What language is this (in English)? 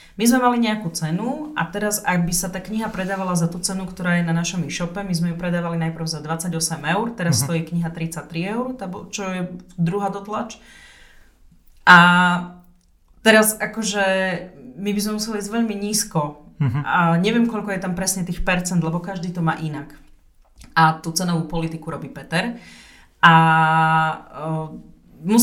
Slovak